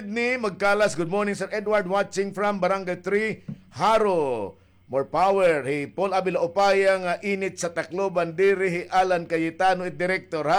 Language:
Waray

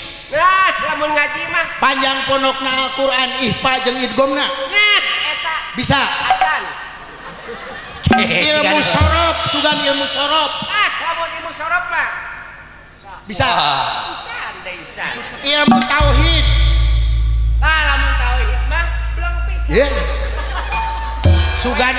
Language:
Sundanese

